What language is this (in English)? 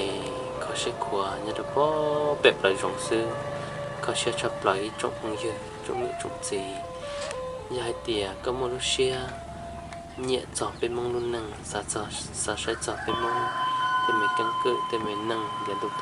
Hmong